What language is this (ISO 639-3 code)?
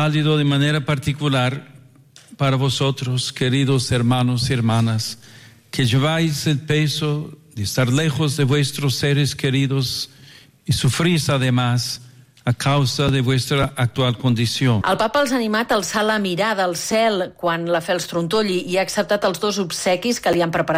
cat